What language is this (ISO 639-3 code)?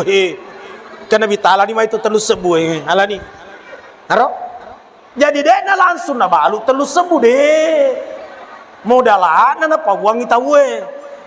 bug